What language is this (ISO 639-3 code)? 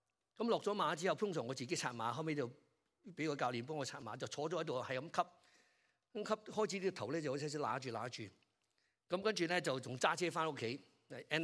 yue